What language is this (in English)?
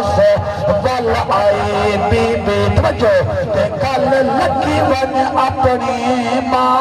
Saraiki